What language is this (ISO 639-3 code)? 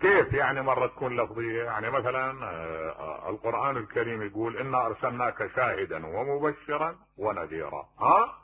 acm